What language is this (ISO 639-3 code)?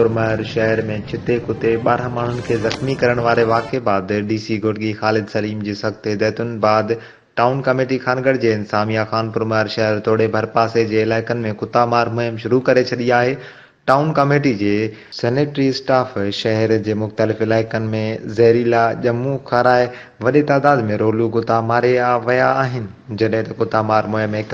snd